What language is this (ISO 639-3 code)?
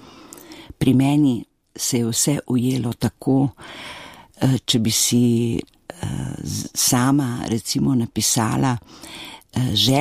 slv